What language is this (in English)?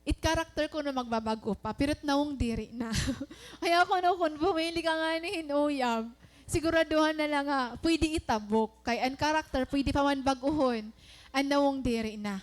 Waray